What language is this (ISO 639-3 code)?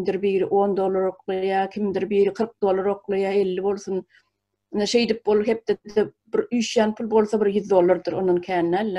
tuk